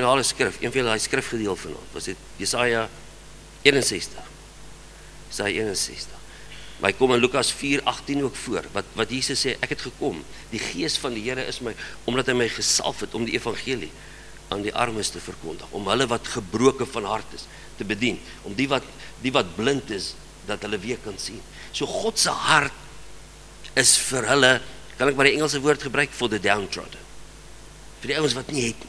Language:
Afrikaans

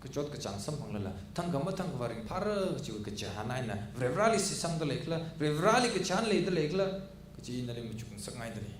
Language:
Tangkhul Naga (India)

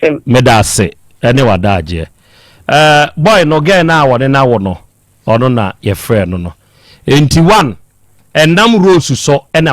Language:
Akan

